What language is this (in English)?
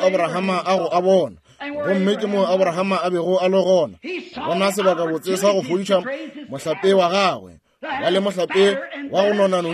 Northern Sotho